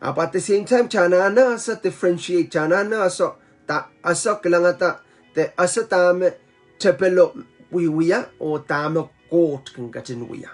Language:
Pohnpeian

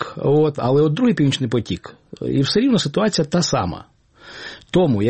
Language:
Ukrainian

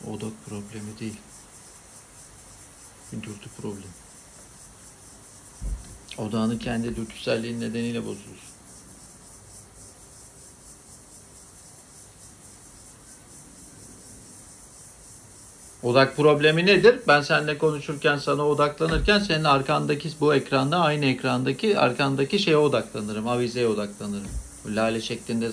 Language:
Turkish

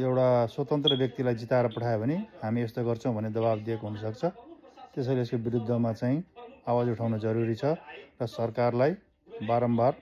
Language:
Nepali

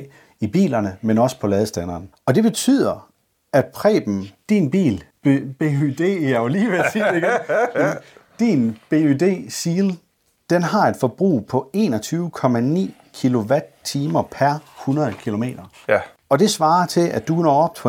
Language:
Danish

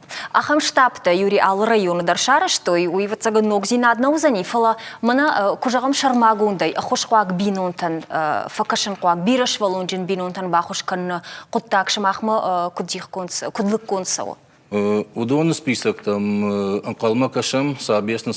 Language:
Ossetic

